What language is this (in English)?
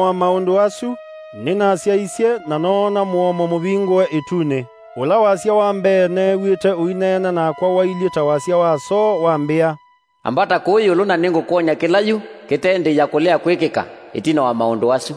Kamba